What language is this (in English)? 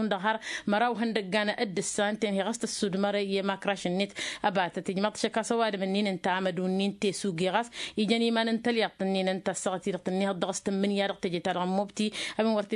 Tamasheq